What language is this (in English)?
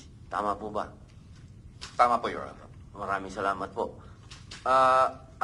Filipino